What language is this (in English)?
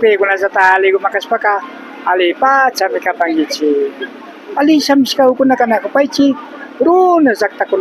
Imbabura Highland Quichua